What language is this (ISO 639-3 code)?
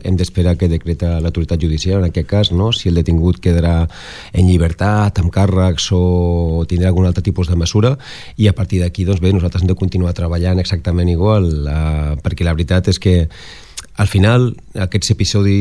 cat